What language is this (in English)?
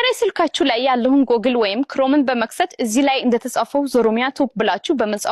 Amharic